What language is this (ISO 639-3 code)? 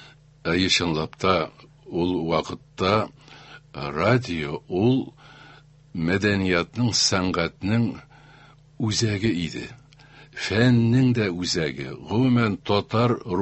tat